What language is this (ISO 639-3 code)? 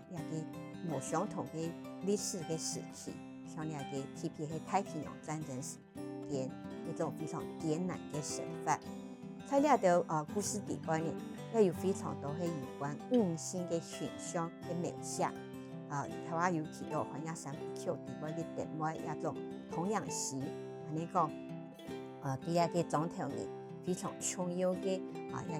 hak